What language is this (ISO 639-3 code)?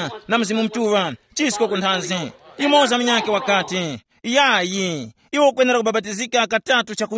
tum